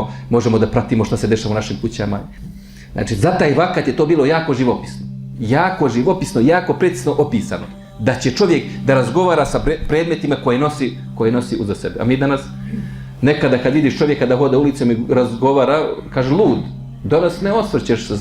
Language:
Bosnian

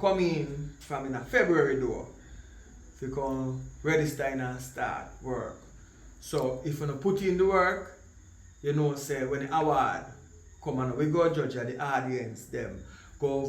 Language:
Jamaican Creole English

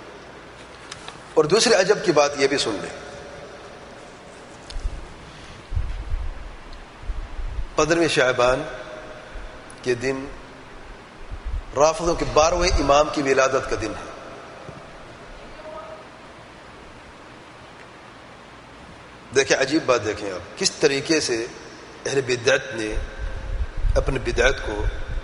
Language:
Urdu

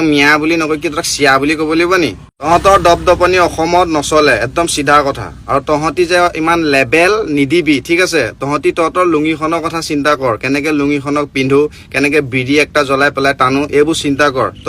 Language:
Assamese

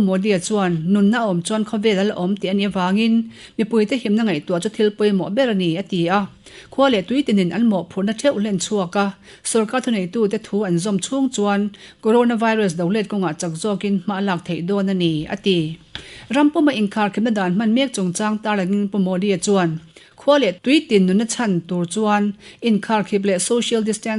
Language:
Mizo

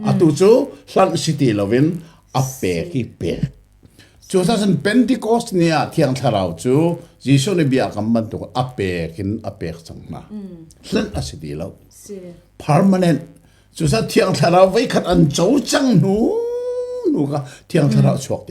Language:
Hakha Chin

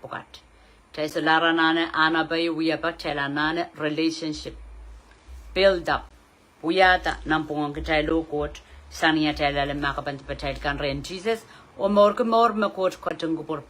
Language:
Pohnpeian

